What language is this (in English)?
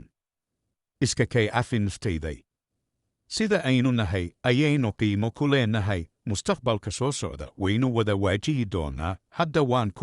Somali